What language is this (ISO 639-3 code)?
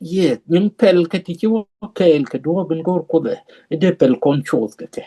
nus